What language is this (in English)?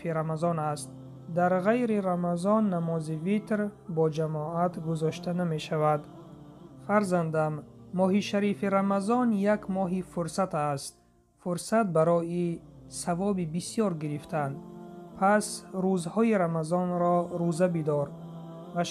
Tajik